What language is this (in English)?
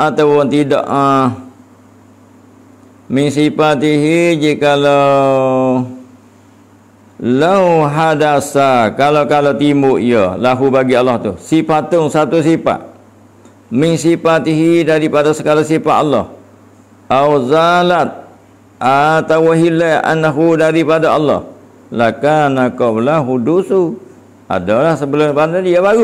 Malay